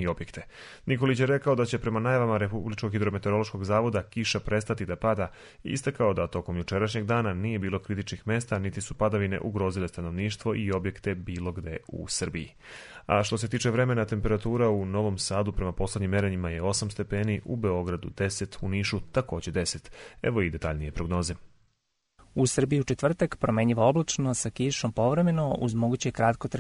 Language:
Serbian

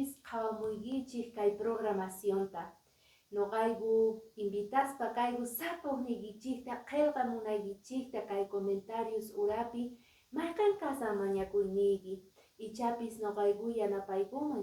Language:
Quechua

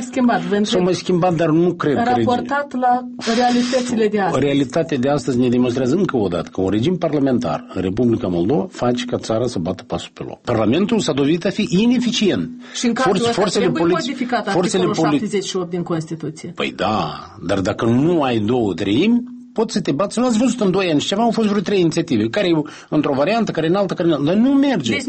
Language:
Romanian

